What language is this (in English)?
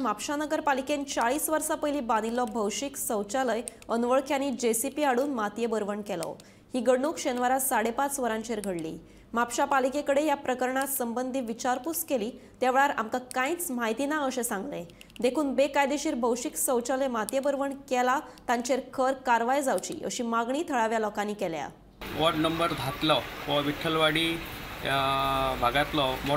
Konkani